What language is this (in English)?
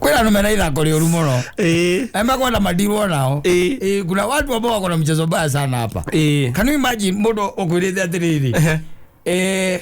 Kikuyu